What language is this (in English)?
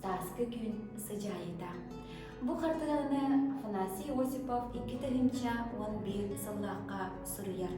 Yakut